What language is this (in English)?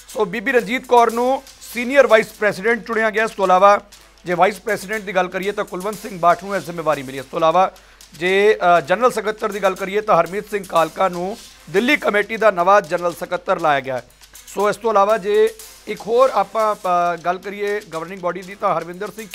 Punjabi